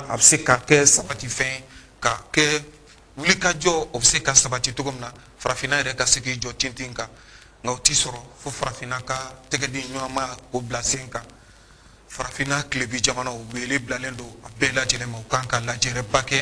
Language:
Bambara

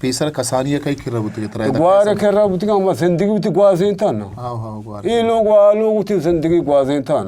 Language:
Eastern Balochi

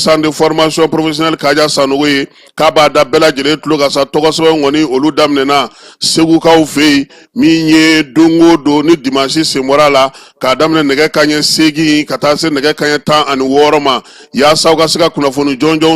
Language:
Bambara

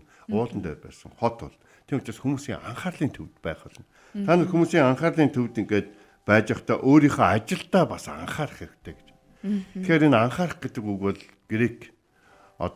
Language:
Mongolian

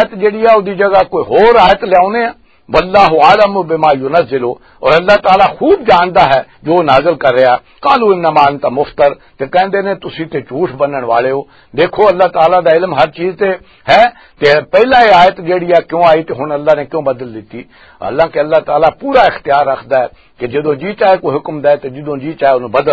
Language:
Western Panjabi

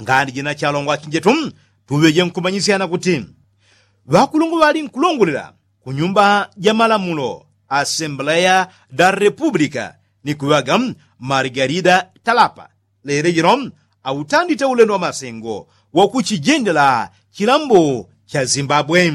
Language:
Yao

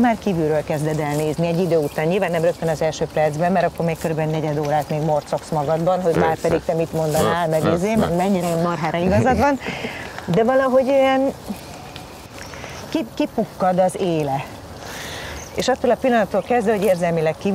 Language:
Hungarian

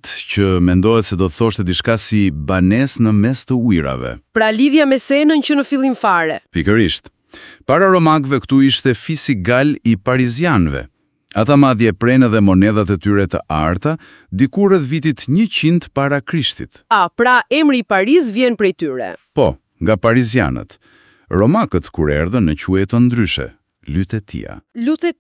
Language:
Albanian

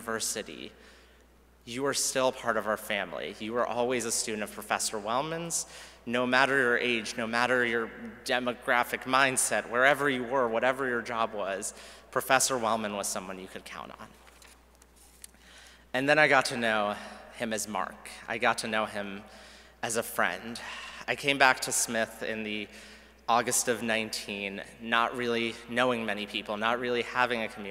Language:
English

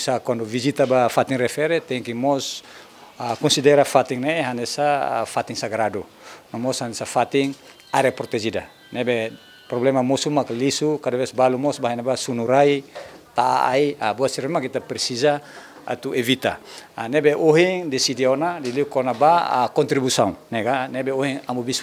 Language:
Tetum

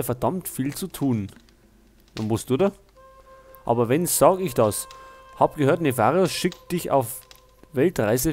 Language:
Bavarian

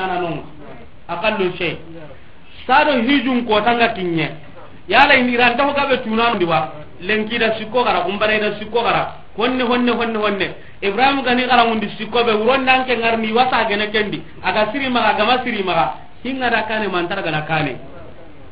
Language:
Soninke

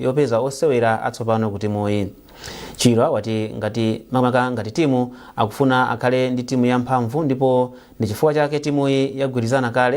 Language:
Nyanja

